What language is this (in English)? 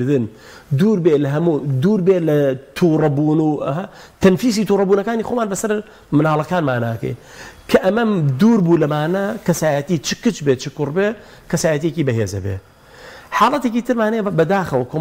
Central Kurdish